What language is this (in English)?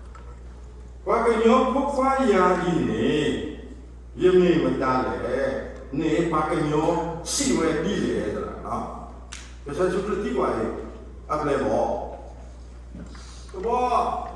S'gaw Karen